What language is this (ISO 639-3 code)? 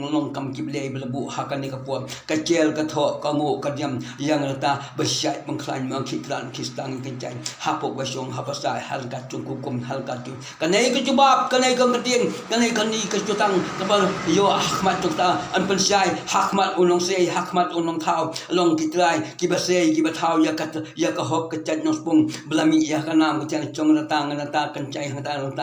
kha